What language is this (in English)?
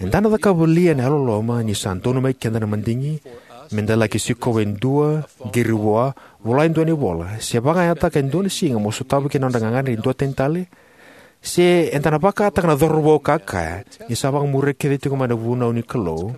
Fijian